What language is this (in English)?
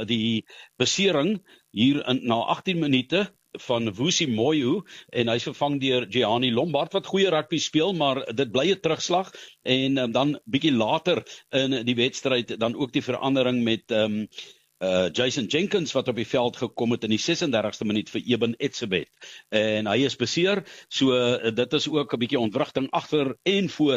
Afrikaans